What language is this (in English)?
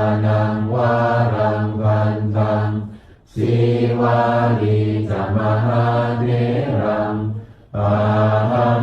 Pali